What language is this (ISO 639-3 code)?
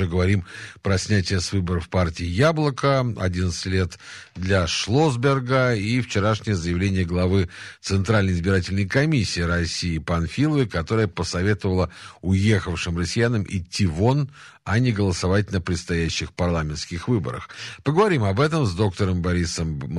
rus